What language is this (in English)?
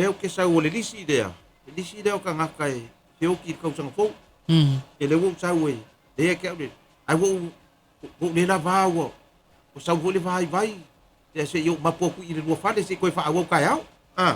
Samoan